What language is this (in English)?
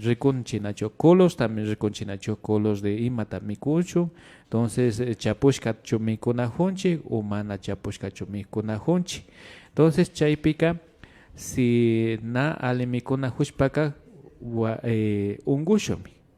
Imbabura Highland Quichua